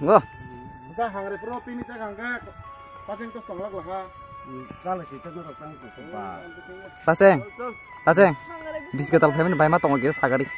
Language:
Kok Borok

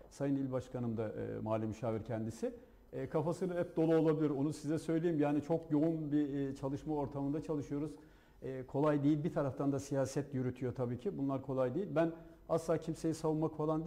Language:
Turkish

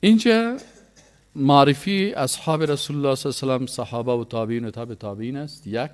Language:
Persian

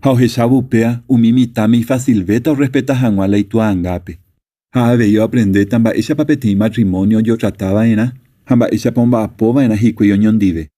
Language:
Guarani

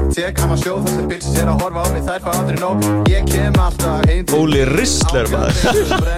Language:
Icelandic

